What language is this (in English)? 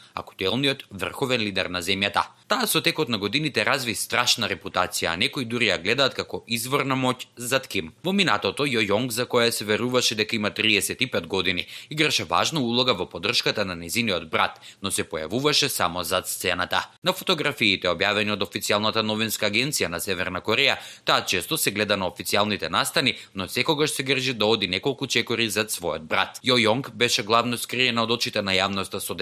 Macedonian